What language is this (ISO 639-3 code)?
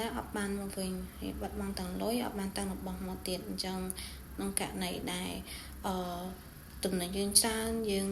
khm